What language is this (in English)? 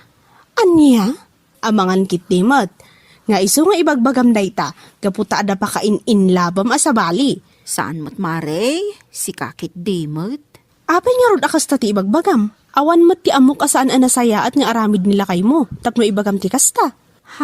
Iloko